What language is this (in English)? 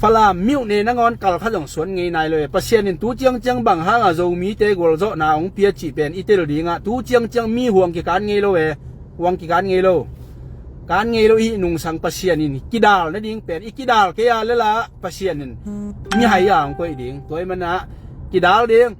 Tedim Chin